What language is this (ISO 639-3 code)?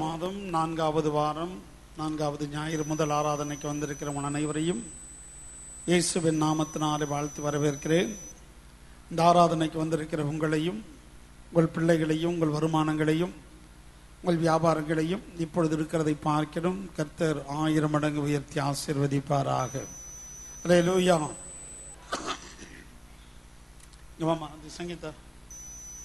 tam